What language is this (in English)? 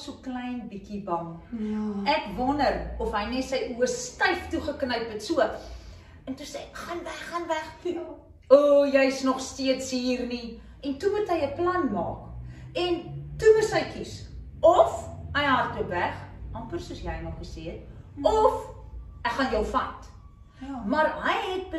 Afrikaans